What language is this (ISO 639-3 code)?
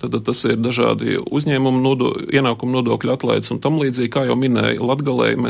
lav